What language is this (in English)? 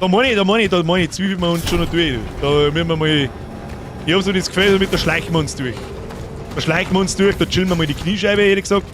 Bavarian